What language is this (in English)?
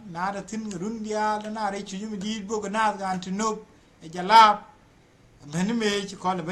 Nuer